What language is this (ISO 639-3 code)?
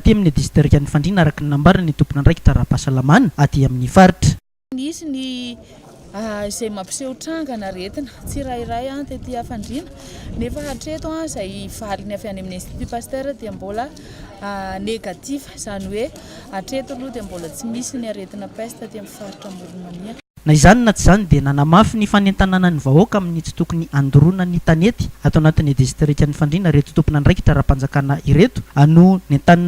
mlg